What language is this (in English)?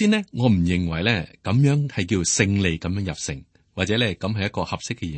Cantonese